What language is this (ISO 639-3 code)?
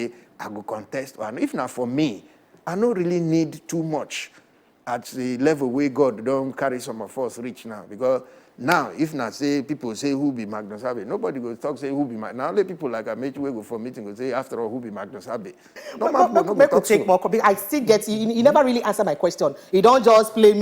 pcm